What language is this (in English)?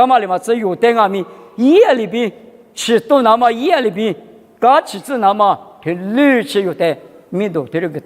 Lisu